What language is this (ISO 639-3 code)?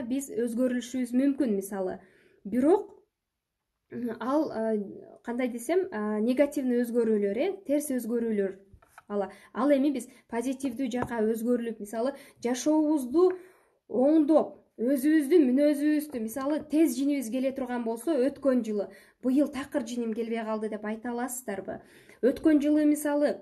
kir